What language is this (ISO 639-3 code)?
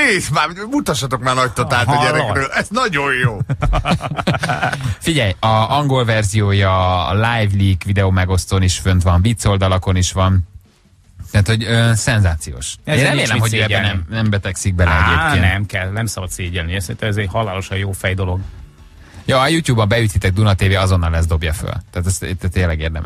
hun